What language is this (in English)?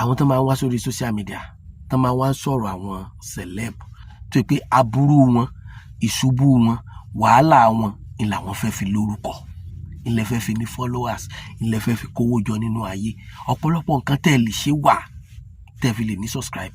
Yoruba